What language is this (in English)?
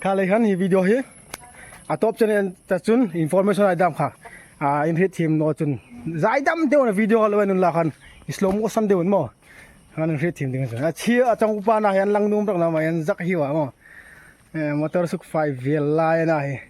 Hmar